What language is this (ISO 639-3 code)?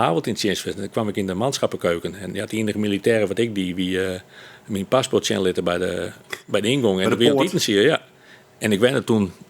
fry